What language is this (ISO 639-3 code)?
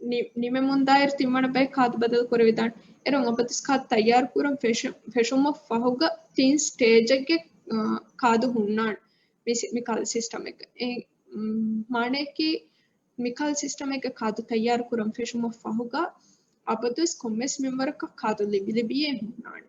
div